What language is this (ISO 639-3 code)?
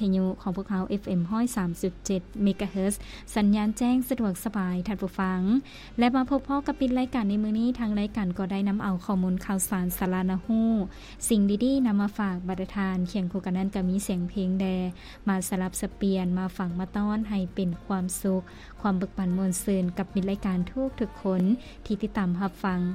lao